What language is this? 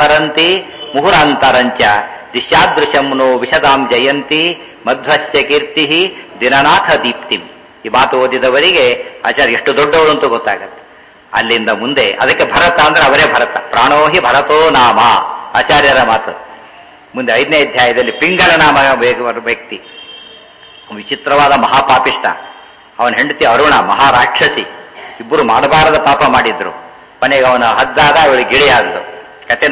Kannada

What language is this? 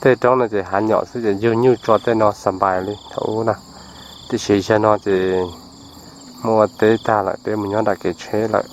Hmong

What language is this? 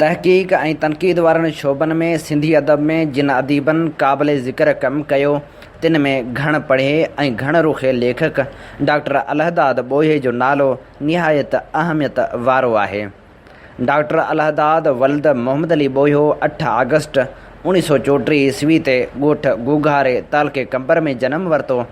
Sindhi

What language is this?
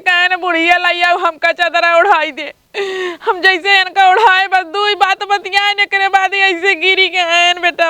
Awadhi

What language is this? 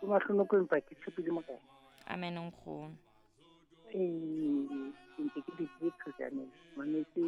Southern Sotho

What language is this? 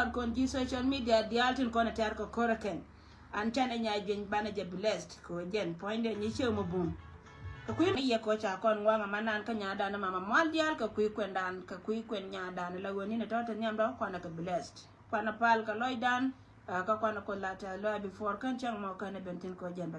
Nuer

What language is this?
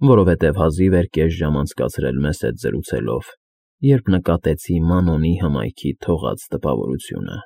Armenian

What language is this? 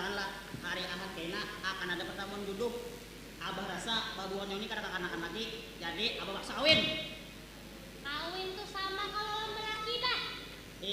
Banjar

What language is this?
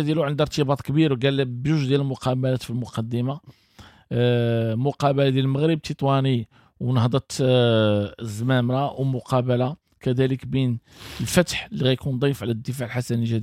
Moroccan Arabic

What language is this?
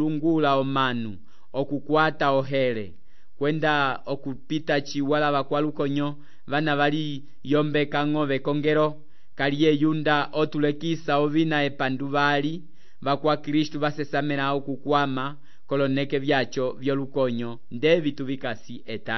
Umbundu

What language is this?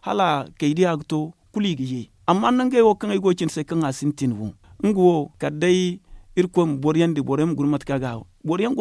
Zarma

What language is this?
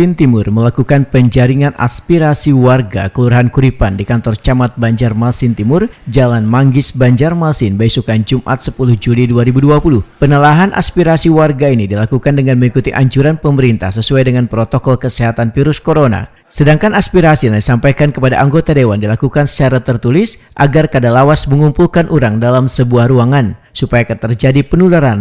Banjar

